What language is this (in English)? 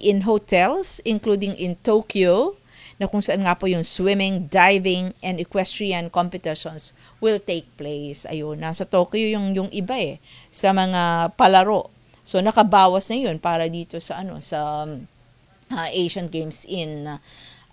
Filipino